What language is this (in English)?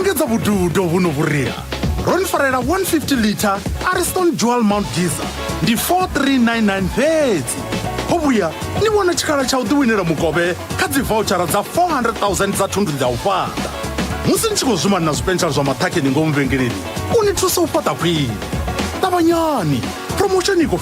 Venda